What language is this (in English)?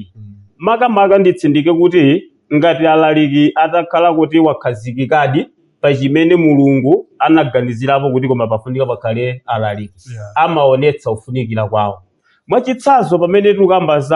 Nyanja